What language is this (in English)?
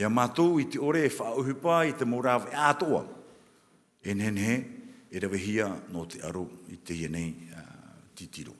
Tahitian